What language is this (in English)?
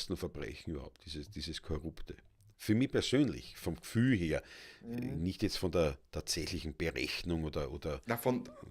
Bavarian